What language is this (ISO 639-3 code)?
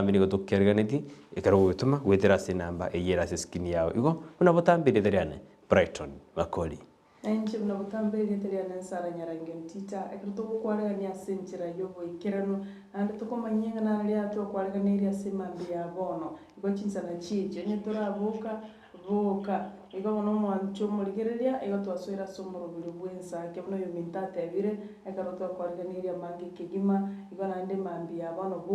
guz